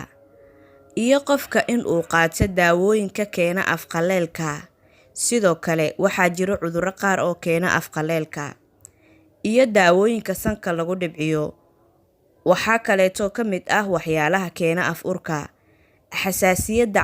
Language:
Somali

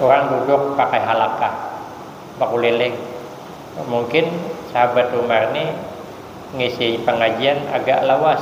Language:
Banjar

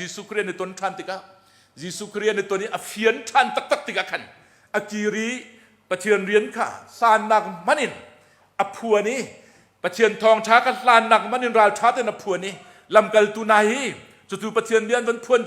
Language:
Hakha Chin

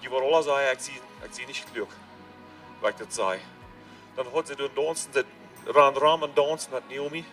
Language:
Plautdietsch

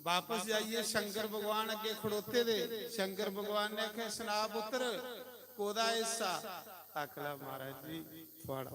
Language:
Dogri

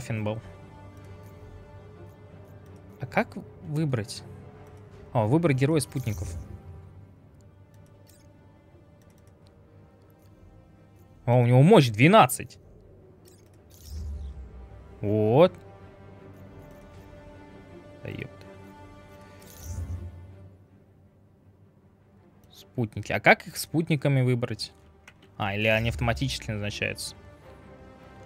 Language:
Russian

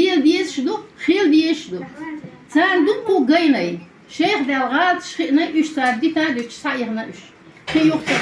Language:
Chechen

